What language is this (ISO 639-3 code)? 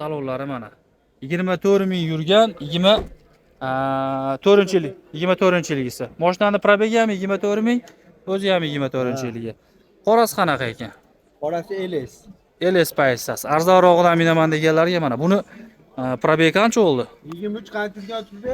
uzb